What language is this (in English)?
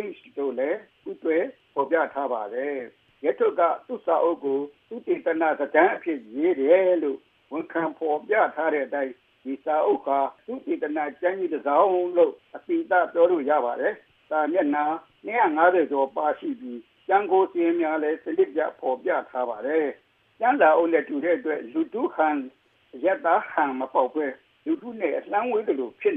Burmese